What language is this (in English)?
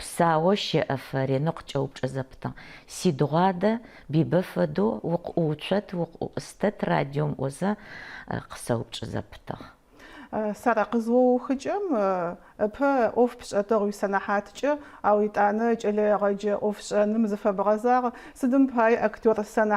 Adyghe